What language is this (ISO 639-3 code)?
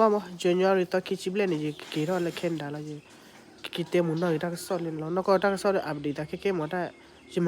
ksw